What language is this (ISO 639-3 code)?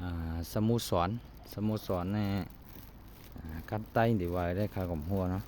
shn